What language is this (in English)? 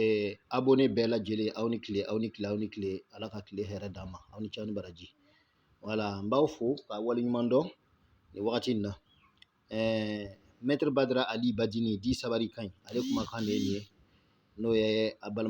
Bambara